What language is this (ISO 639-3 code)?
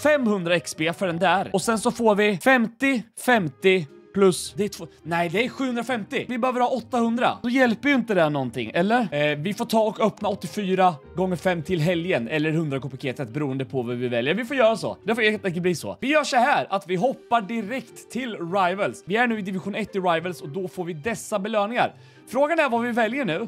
swe